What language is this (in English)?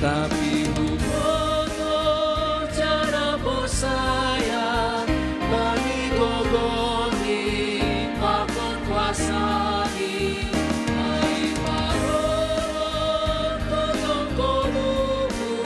Batak Simalungun